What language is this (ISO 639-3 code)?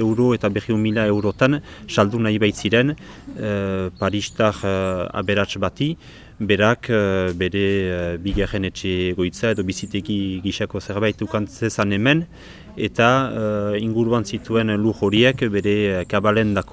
eus